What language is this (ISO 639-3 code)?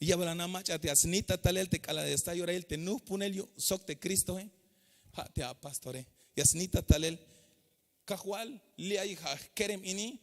tzh